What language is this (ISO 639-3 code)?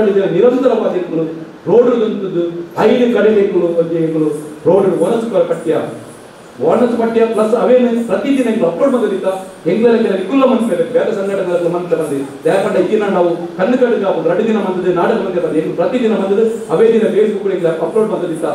tcy